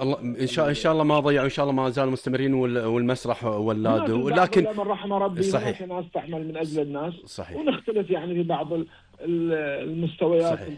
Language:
Gulf Arabic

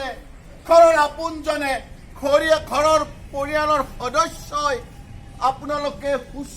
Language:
Assamese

